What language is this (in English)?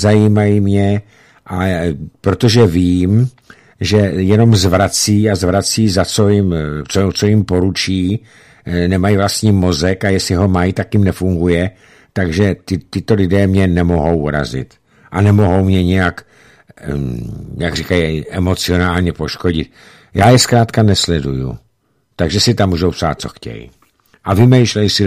Czech